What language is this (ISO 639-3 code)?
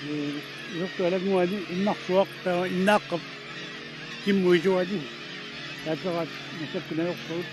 kal